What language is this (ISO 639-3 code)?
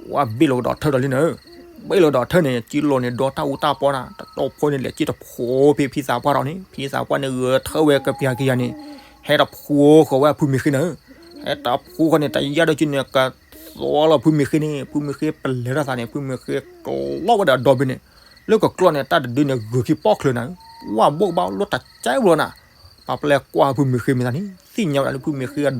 ksw